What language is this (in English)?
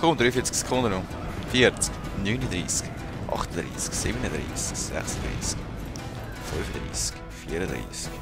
Swiss German